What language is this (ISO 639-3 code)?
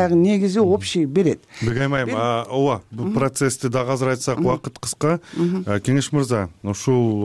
kir